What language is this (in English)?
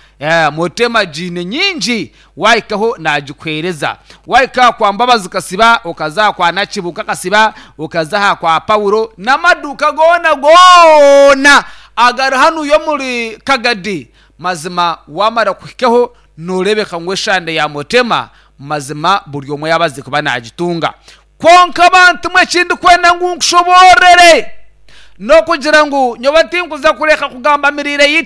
Nyankole